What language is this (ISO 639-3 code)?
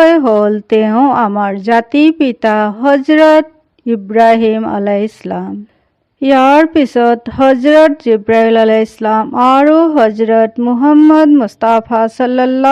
asm